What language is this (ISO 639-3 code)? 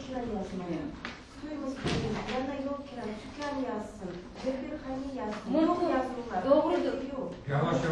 crh